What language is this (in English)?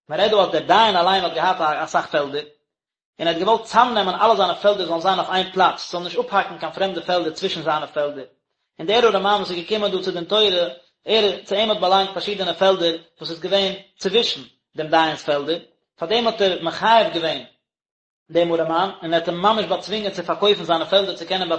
Yiddish